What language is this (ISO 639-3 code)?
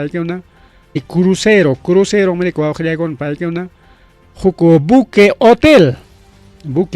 quy